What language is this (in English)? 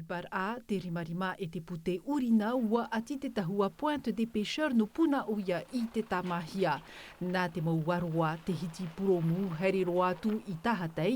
Tahitian